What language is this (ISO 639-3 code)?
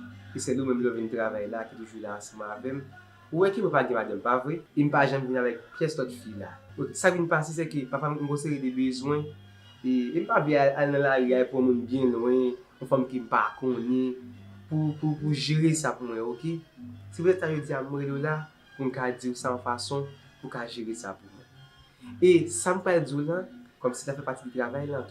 hat